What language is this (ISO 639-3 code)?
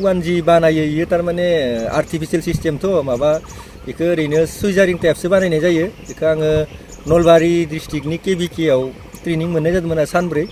brx